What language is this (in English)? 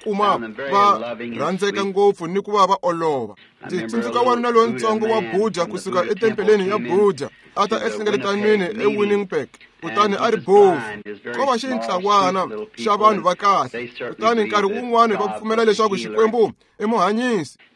Tsonga